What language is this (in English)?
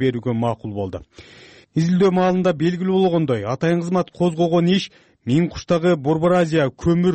Kyrgyz